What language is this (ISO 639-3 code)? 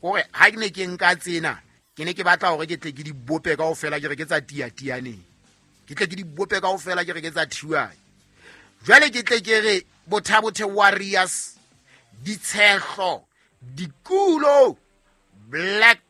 sot